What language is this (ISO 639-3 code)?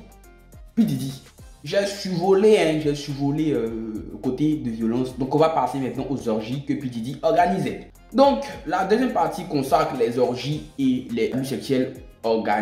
fra